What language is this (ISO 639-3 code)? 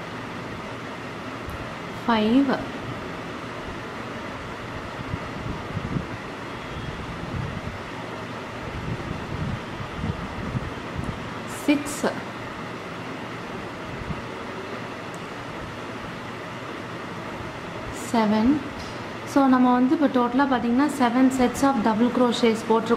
tam